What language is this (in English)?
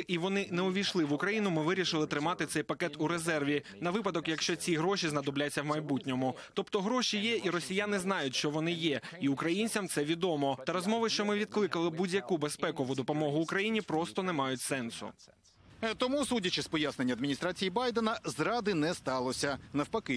Ukrainian